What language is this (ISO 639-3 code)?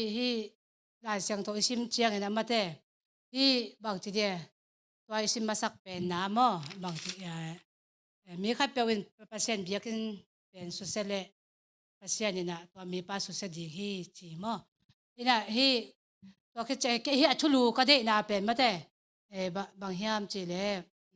ctd